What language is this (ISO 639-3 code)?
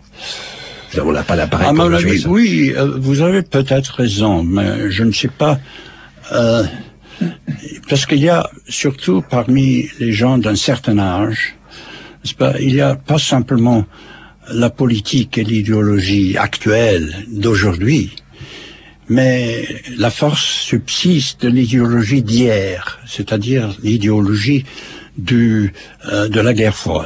fra